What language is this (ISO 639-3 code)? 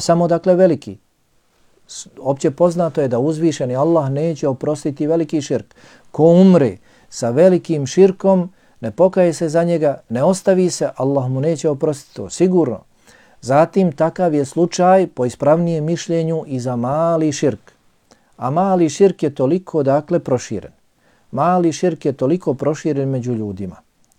bos